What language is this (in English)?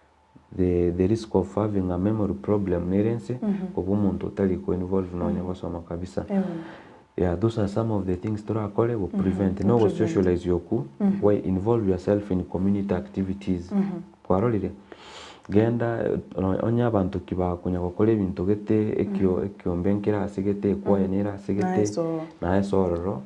Gusii